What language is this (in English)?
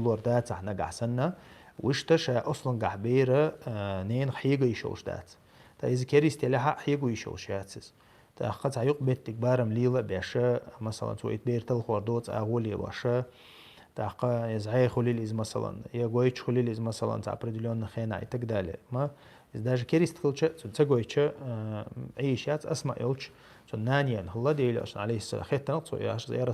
Chechen